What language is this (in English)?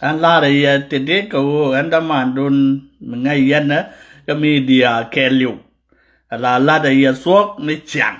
Nuer